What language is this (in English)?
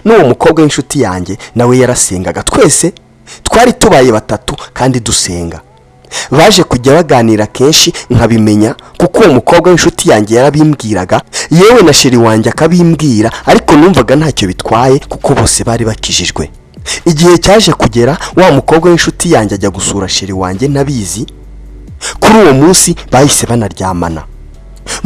Kinyarwanda